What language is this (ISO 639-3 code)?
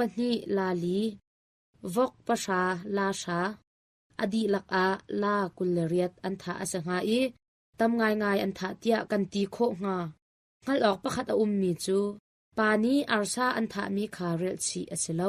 cnh